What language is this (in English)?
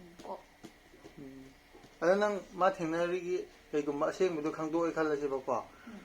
Manipuri